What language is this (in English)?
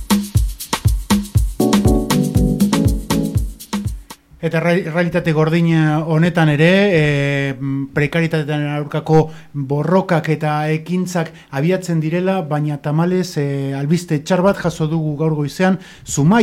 Basque